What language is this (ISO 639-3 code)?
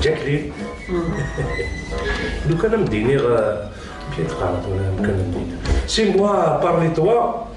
kab